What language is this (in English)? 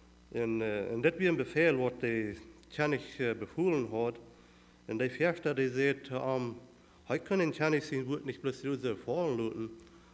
Plautdietsch